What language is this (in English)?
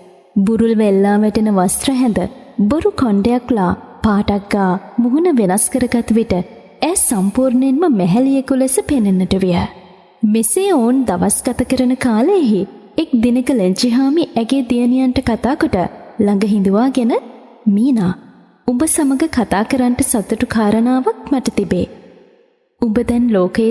Sinhala